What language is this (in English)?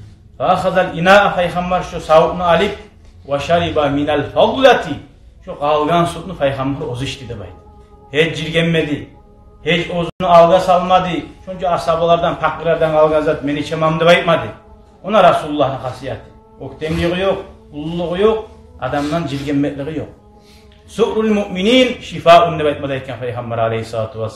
Kumyk